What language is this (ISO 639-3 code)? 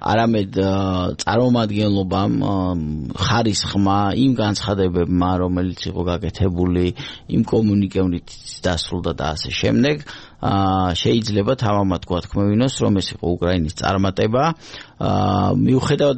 kat